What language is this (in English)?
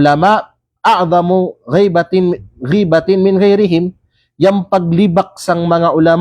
Kalagan